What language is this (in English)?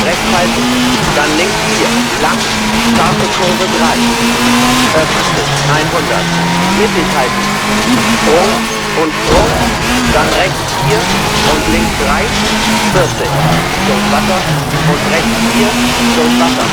Bavarian